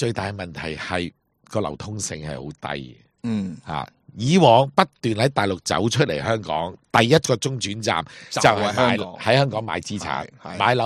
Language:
Cantonese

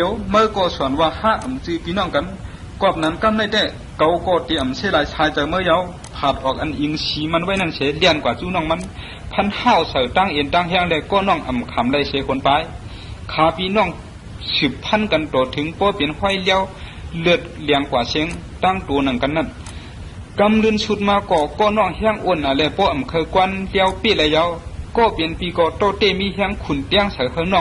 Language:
Shan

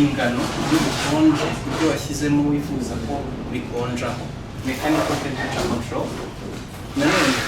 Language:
Kinyarwanda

